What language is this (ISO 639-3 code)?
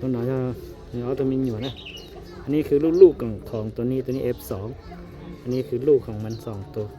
hmn